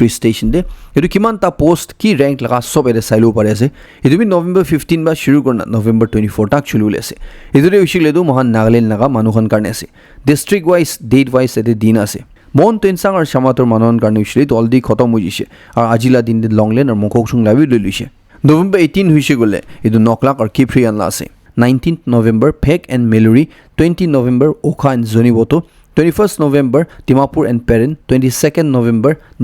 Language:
Naga Pidgin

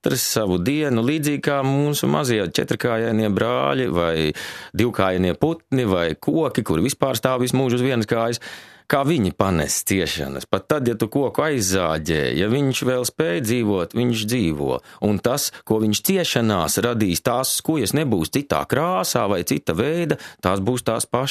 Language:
Latvian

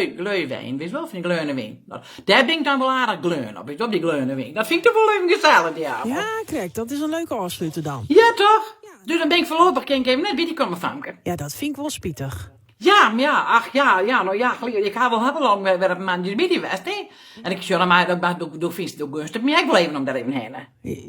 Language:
Western Frisian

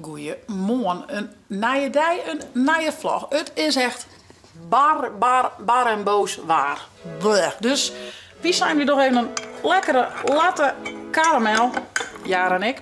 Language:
Western Frisian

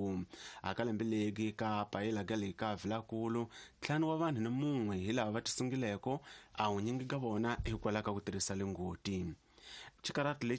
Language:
Tsonga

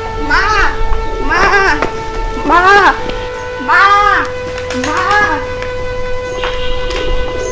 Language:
Bangla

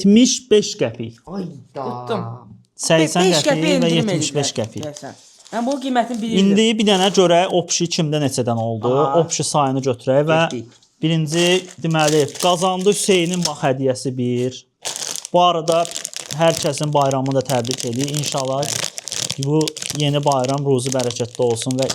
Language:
Azerbaijani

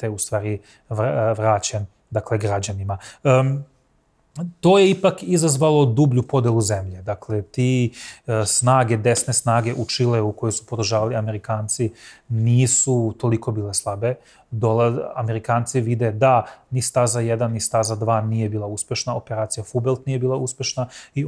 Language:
Serbian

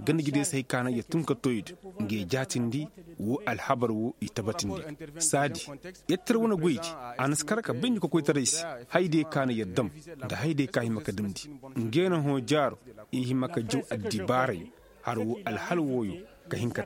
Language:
Koyraboro Senni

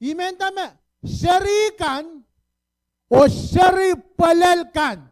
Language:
Pohnpeian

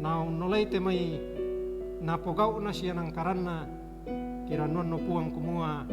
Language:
Toraja-Sa'dan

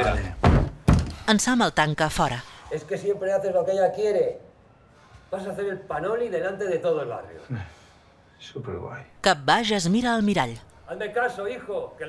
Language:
Catalan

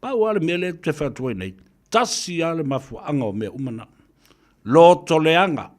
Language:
Samoan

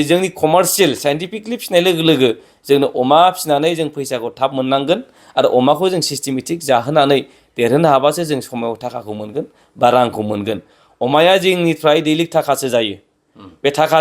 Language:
Bodo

